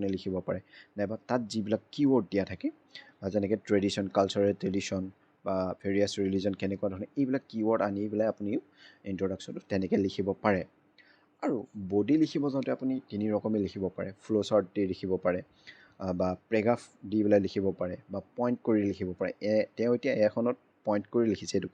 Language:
Assamese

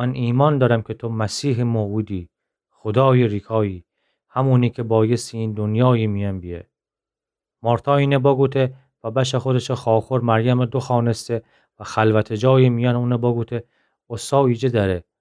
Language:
Gilaki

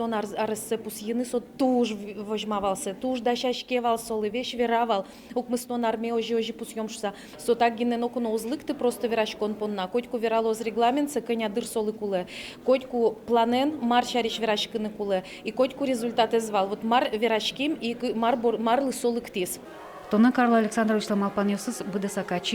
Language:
Udmurt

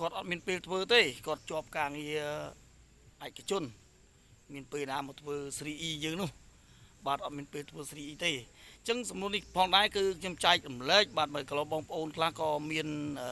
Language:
Khmer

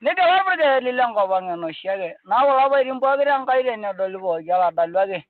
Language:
Masai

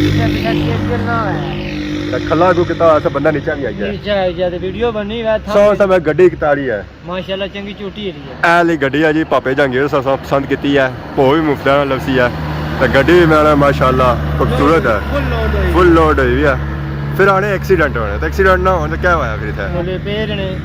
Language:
Pahari-Potwari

